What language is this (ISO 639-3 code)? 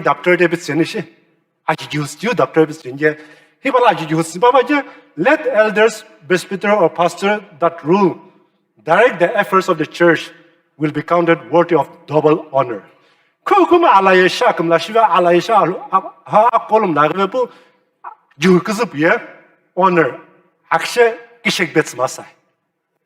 nsm